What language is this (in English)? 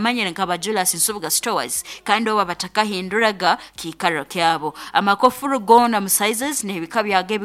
Nyankole